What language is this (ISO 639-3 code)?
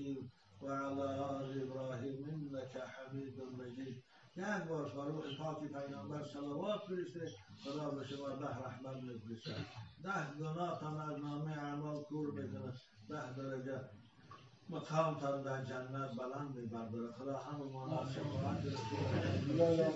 tgk